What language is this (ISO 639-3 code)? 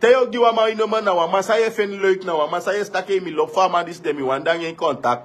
srn